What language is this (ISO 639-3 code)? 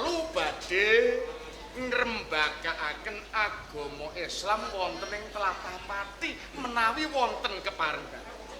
jav